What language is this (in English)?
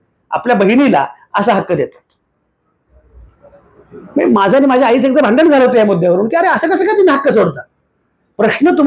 Marathi